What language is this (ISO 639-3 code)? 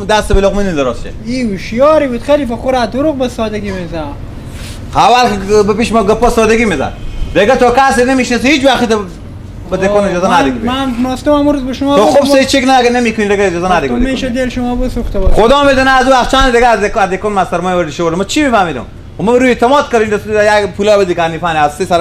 fas